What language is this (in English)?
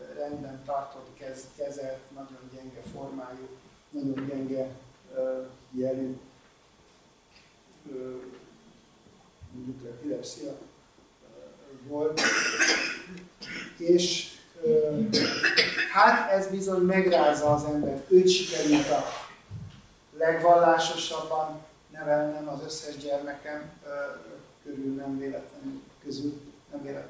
Hungarian